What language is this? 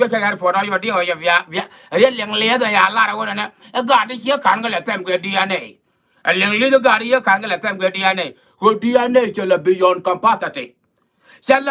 Nuer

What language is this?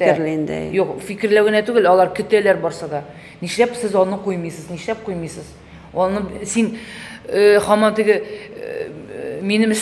Tatar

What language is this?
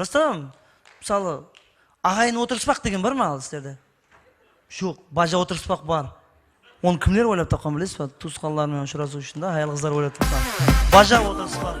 Kara-Kalpak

